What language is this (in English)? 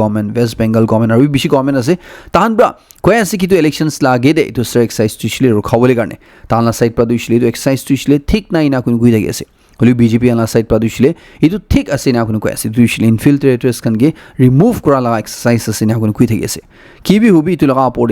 Naga Pidgin